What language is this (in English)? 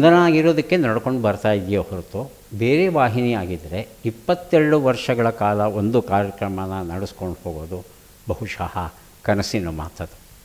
Kannada